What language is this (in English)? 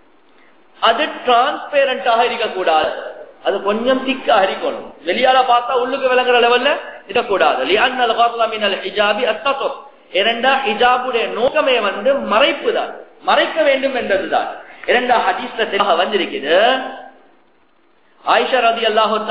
Tamil